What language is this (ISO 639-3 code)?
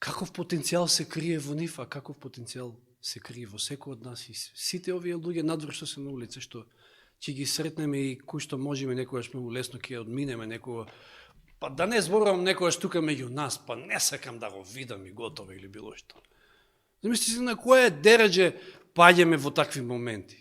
mkd